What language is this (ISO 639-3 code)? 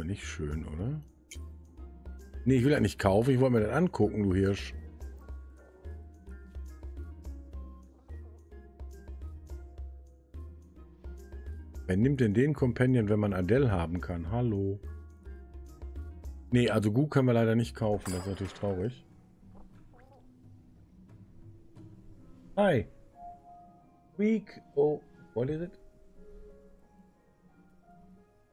deu